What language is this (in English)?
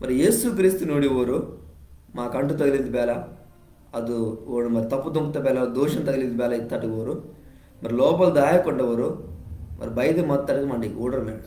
Koya